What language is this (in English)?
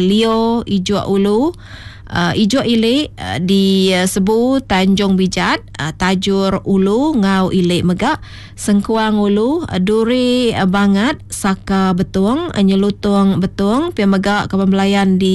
Iban